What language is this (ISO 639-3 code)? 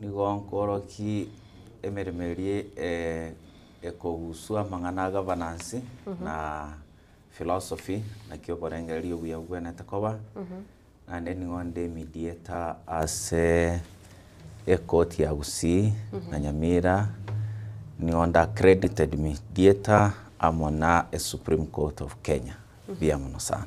guz